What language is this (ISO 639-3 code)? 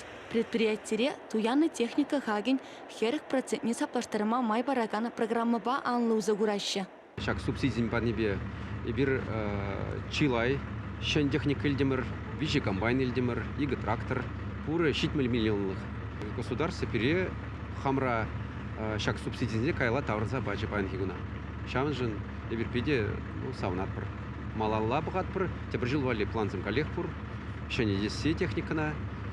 chv